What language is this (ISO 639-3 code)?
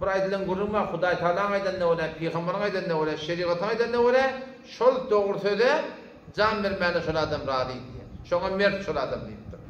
tuk